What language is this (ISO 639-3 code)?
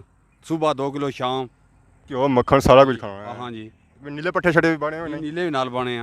phr